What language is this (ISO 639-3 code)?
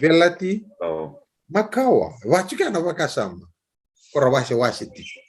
fij